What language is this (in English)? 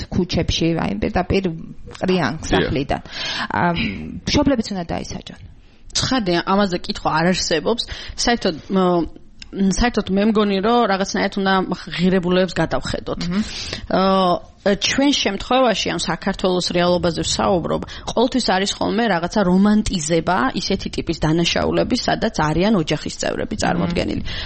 Georgian